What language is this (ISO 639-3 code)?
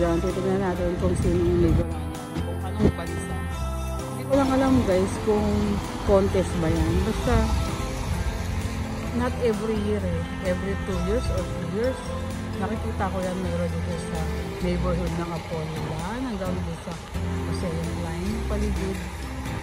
fil